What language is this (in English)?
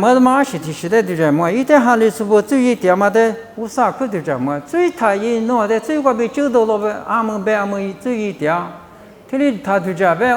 Lisu